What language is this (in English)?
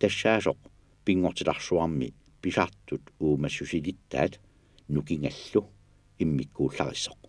Kalaallisut